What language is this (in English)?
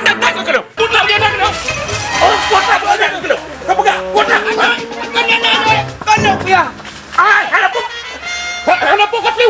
Achinese